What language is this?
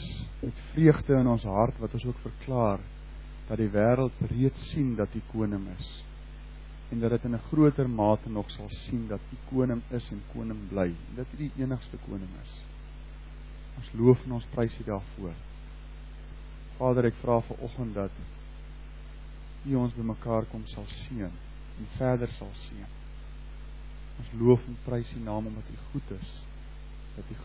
Afrikaans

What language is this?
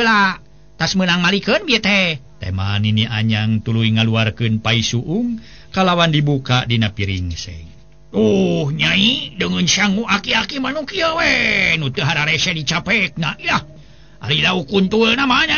Sundanese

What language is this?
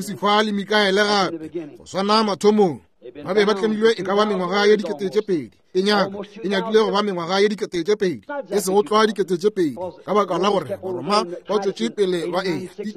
Northern Sotho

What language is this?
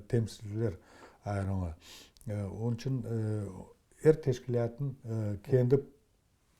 Crimean Tatar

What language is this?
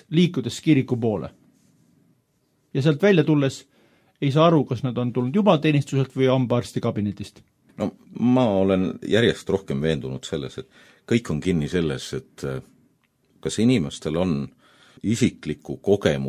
Estonian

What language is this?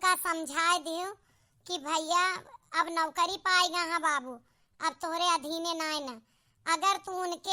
Awadhi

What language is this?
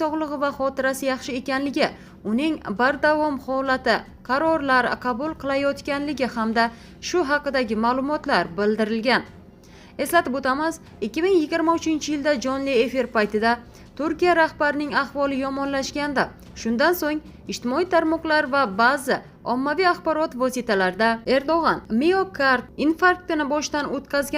Uzbek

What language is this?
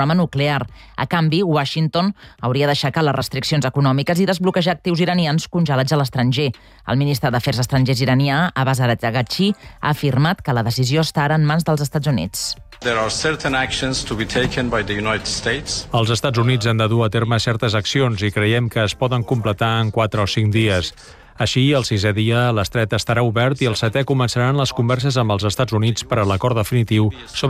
Catalan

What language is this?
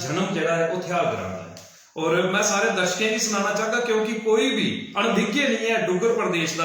Dogri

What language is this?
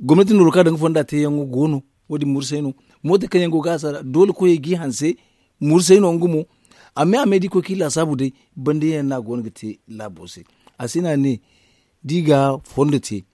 Zarma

